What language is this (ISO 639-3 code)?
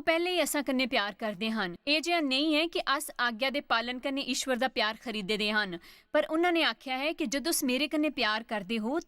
doi